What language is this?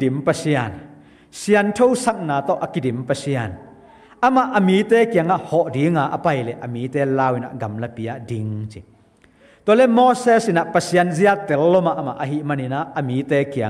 Tedim Chin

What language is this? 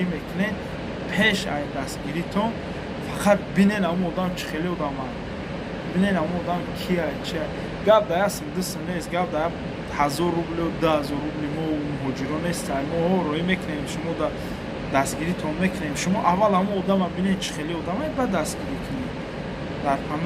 Tajik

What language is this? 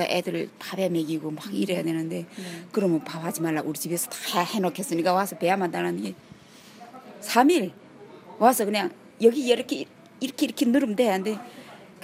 Korean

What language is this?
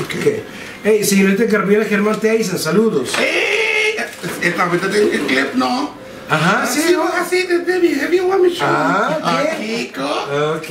Papiamento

